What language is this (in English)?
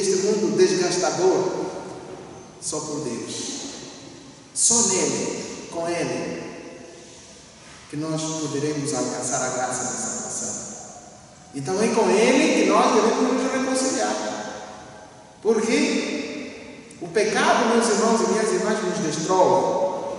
Portuguese